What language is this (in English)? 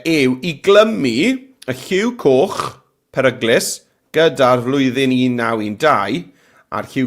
Welsh